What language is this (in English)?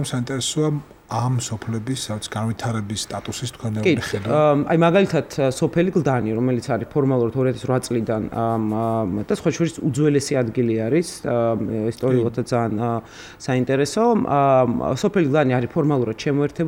Georgian